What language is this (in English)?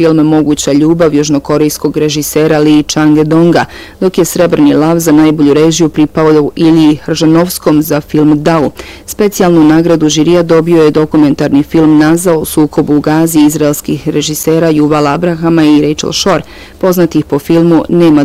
Bosnian